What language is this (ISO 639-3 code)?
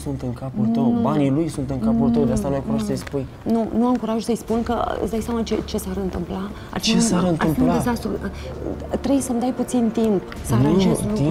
ron